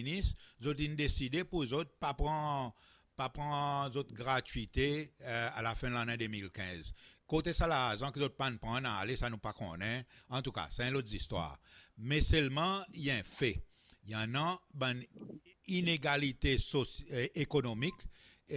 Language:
Seselwa Creole French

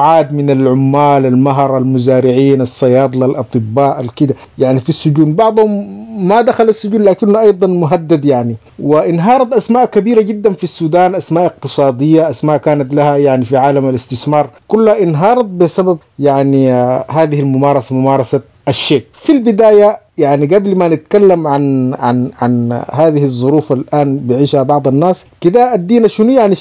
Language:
Sudanese Arabic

